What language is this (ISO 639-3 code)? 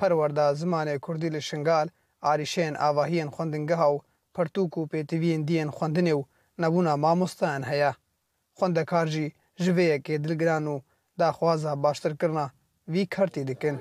kur